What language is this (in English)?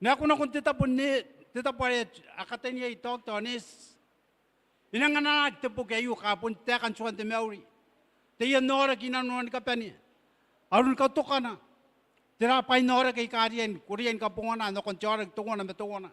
Gilbertese